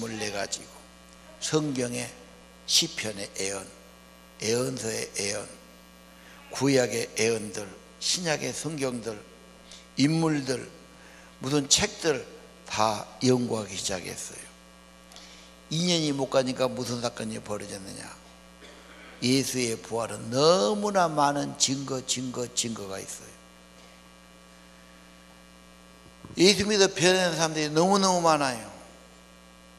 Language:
Korean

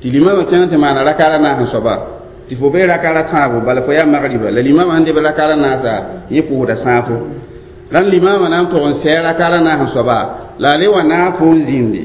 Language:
Mossi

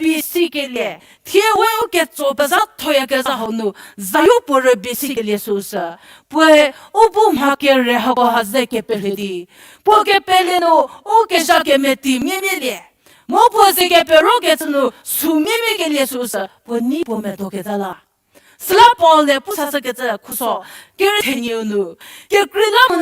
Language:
Angami Naga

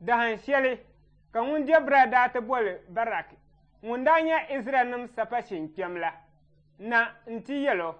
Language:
Dagbani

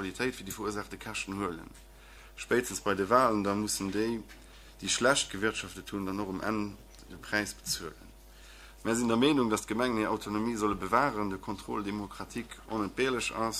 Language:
Luxembourgish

